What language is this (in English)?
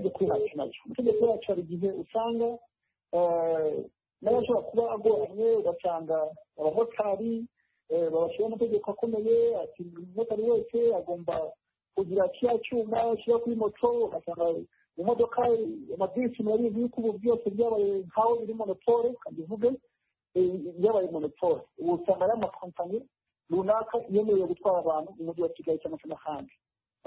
Kinyarwanda